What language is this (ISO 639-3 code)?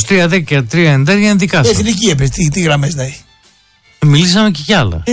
ell